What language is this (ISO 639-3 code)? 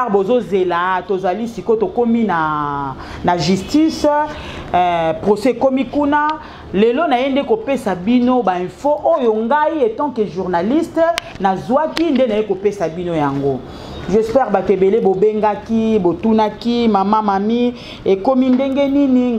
lin